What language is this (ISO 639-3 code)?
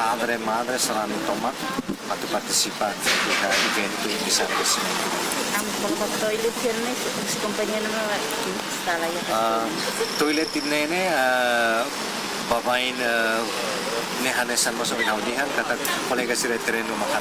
tet